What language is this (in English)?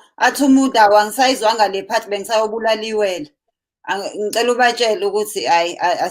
Zulu